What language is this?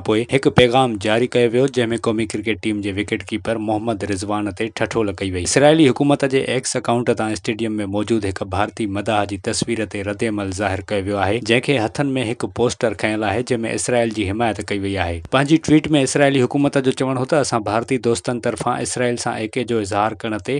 Sindhi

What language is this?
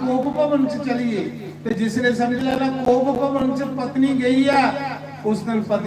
Dogri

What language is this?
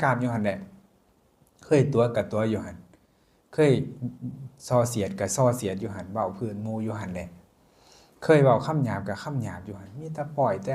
Lao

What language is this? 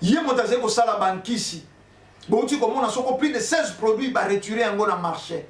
Lingala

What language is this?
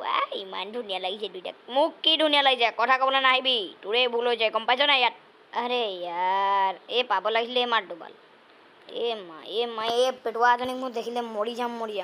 Assamese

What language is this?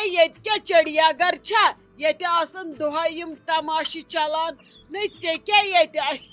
Kashmiri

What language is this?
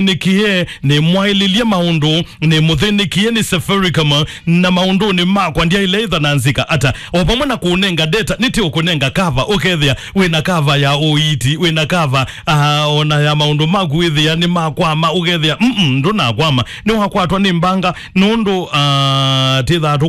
Kamba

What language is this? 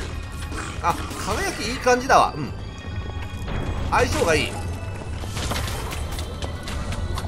Japanese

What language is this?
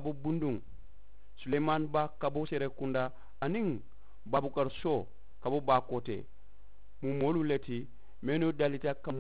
Mandingo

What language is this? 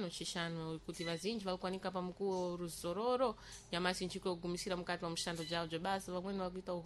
Sena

